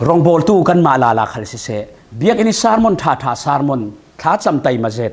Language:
Falam Chin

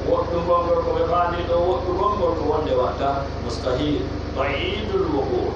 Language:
Pular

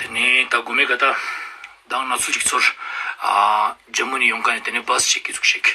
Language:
Ladakhi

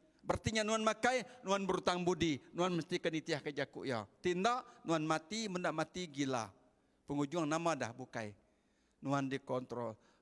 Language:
Iban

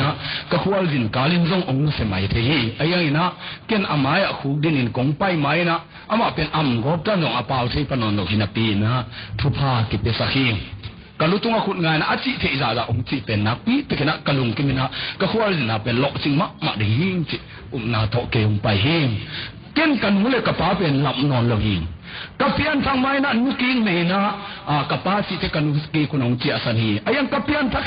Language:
Tedim Chin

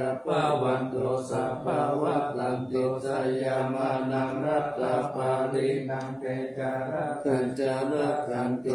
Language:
Pali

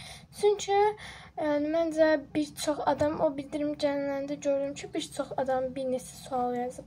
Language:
Azerbaijani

